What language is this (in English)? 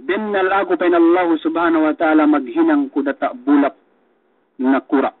Yakan